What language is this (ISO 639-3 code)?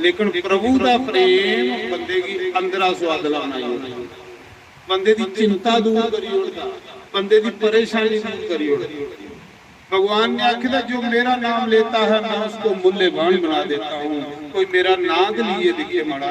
doi